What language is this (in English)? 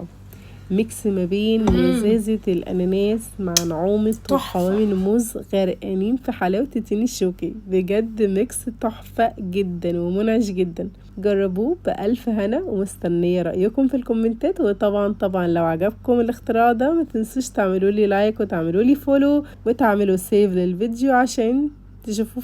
Egyptian Arabic